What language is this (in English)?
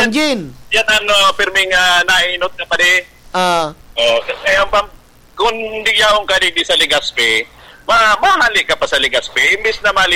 Bikol